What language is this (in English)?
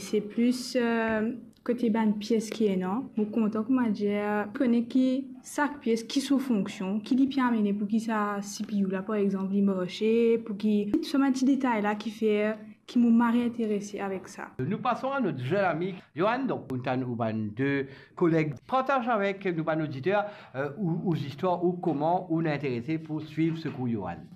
Morisyen